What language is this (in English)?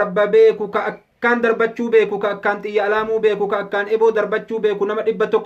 Oromo